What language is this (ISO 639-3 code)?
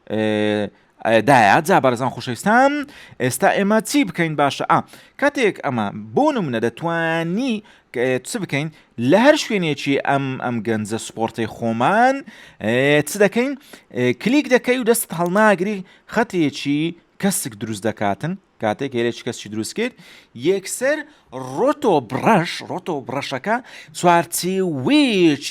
ckb